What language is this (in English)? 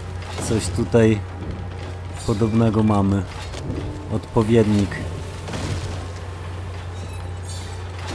Polish